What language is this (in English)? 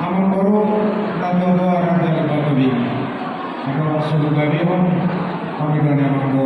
Batak Toba